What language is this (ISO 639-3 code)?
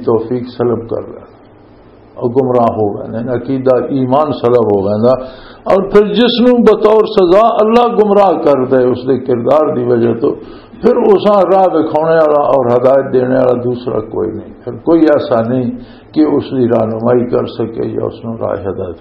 lah